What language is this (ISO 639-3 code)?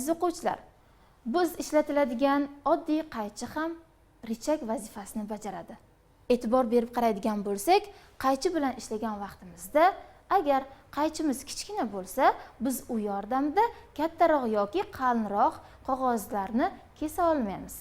uzb